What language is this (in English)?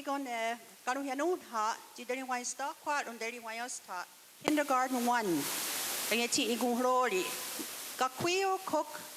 Mohawk